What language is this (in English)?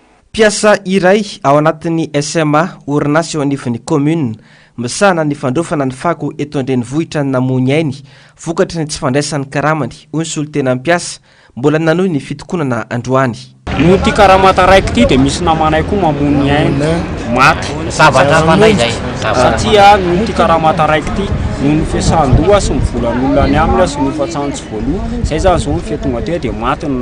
Malagasy